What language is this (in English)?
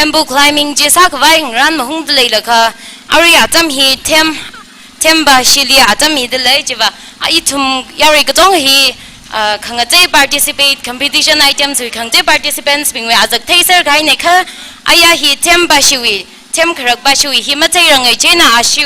Tangkhul Naga (India)